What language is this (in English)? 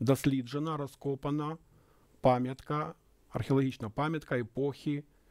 Ukrainian